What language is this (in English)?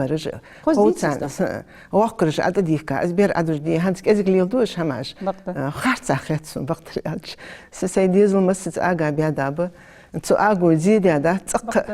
Ingush